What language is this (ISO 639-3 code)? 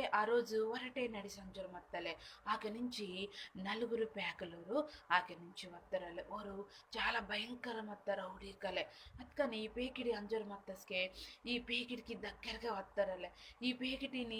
kff